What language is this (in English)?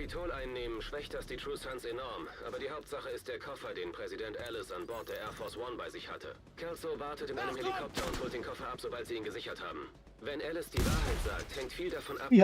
Bavarian